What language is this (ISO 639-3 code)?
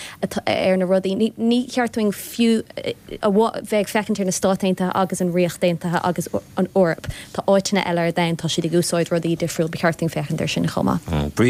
gle